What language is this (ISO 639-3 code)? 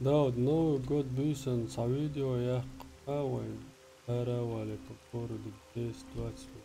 che